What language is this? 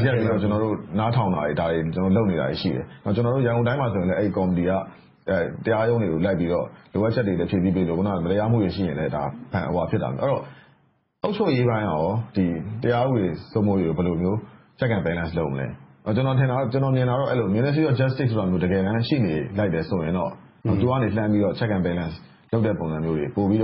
Burmese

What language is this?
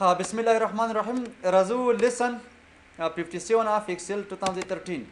Pashto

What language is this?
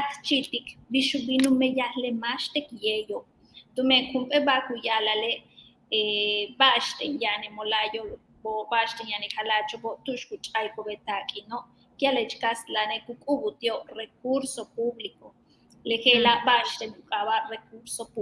Yucateco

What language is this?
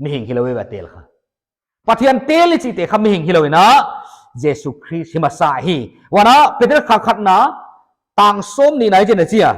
Paite Chin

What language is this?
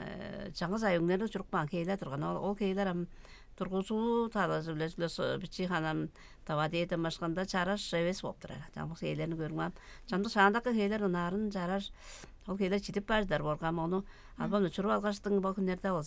Tuvinian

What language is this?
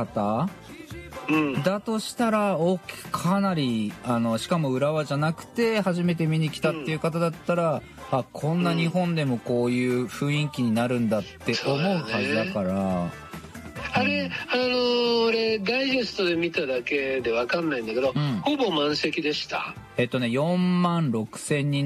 Japanese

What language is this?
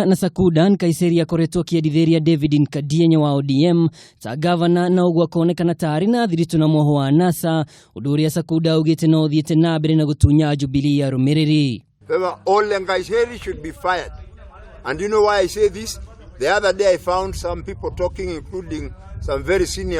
Kikuyu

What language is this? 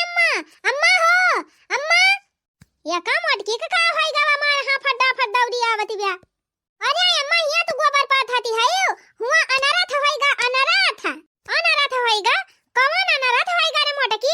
Awadhi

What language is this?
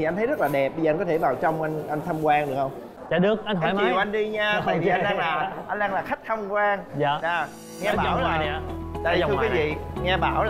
Vietnamese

